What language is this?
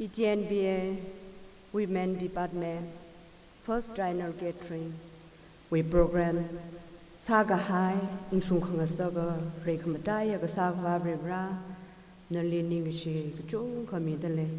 Tangkhul Naga (India)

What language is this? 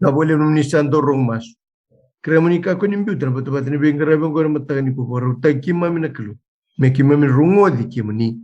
Fijian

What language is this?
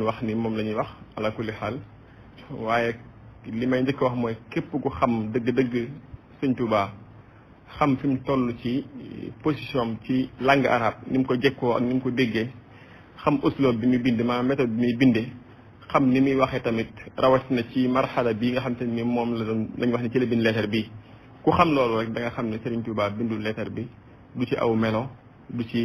Wolof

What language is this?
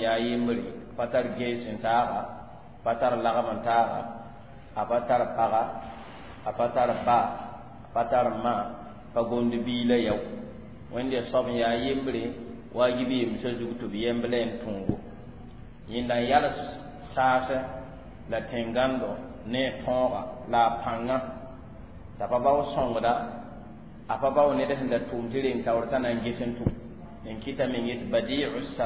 Mossi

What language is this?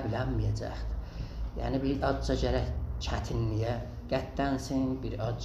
South Azerbaijani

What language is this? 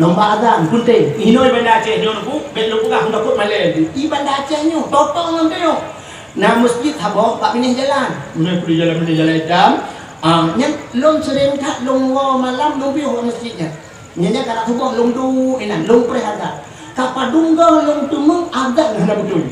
Achinese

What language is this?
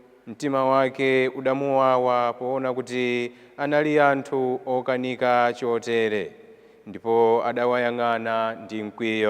Nyanja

